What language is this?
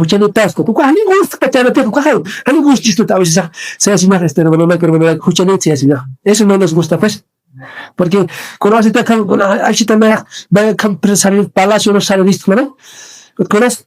Aymara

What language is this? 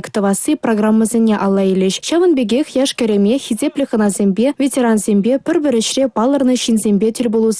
Chuvash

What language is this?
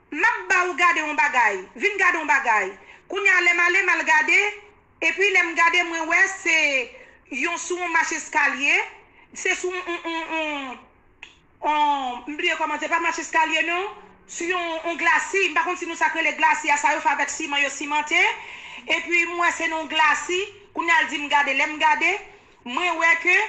Haitian Creole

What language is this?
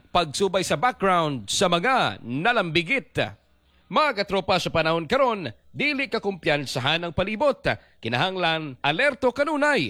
Cebuano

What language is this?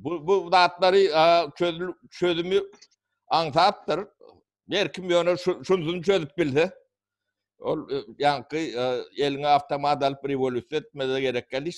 Turkmen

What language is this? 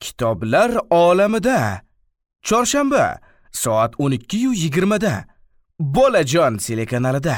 Uzbek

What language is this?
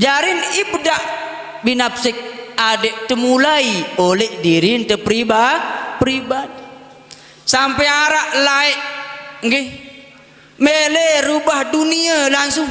Sasak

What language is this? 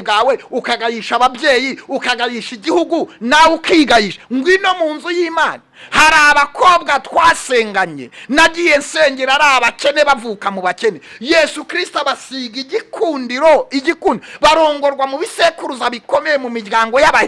Kinyarwanda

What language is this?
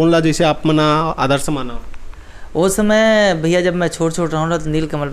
Chhattisgarhi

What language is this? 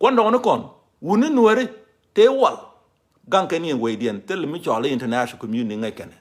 Nuer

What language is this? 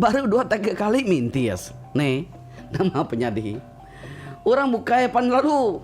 Iban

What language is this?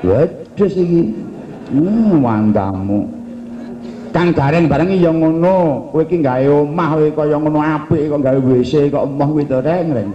Javanese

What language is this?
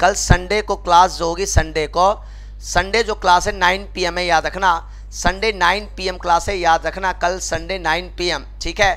Hindi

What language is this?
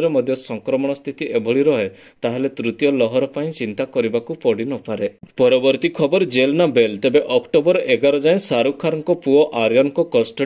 Odia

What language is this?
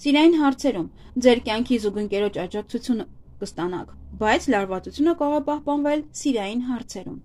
Armenian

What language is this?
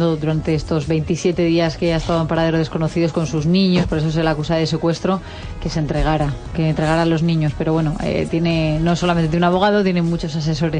Spanish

